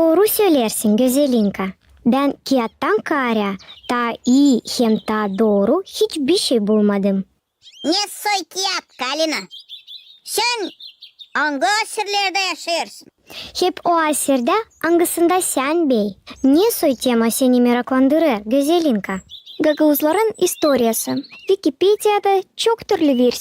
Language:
Gagauz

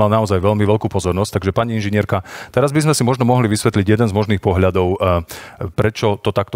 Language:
Slovak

